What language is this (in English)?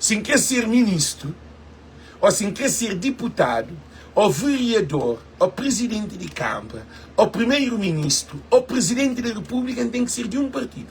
Kabuverdianu